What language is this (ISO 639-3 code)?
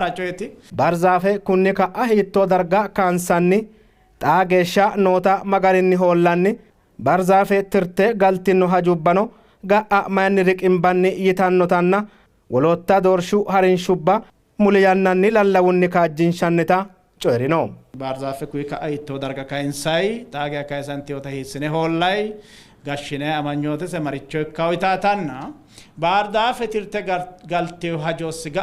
sid